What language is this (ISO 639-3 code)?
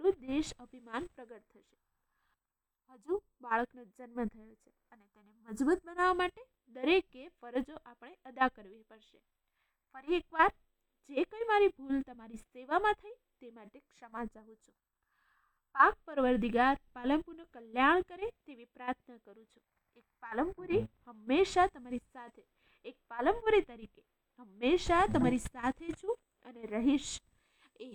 guj